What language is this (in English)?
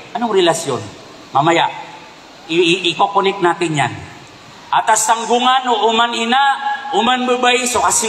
Maranao